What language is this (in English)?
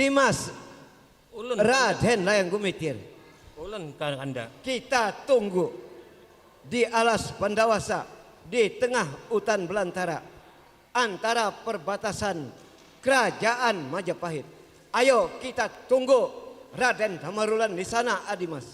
Banjar